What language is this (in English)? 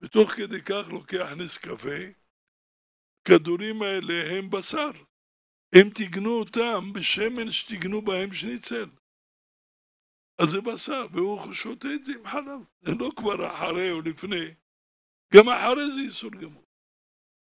Hebrew